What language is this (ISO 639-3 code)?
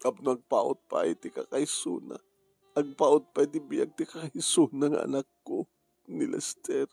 ilo